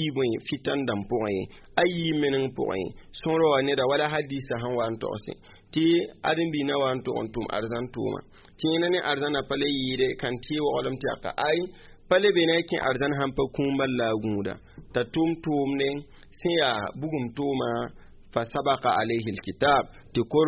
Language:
Mossi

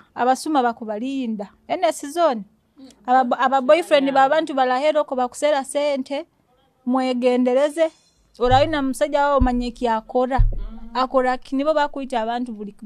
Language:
Nyoro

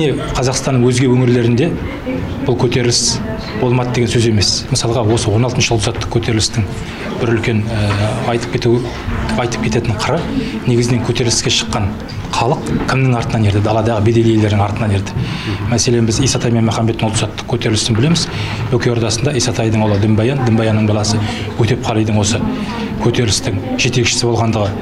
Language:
Kazakh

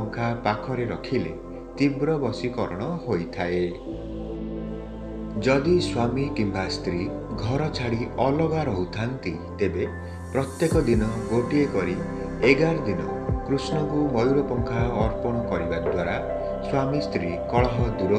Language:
Odia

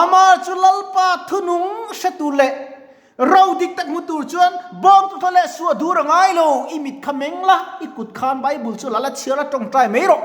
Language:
Mizo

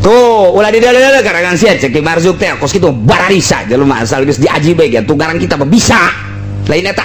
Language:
Sundanese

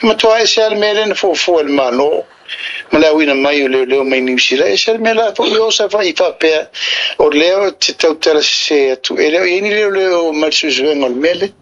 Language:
Samoan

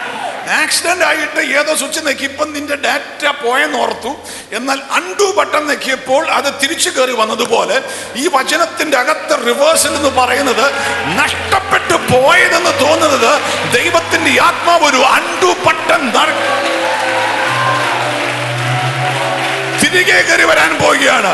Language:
Malayalam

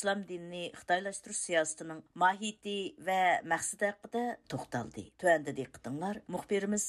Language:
Uyghur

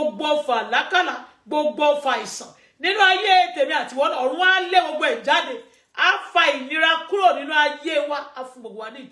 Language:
Yoruba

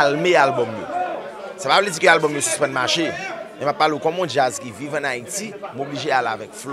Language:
Haitian Creole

